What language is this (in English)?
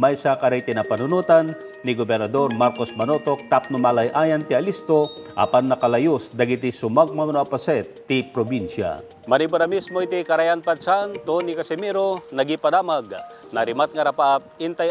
Iloko